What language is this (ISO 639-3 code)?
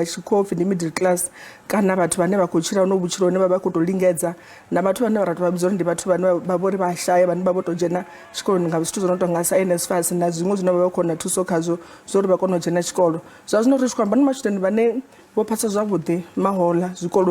ven